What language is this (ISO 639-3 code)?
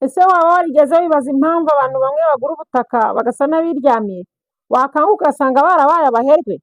kin